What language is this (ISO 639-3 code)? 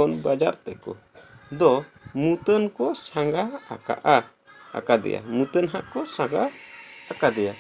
sat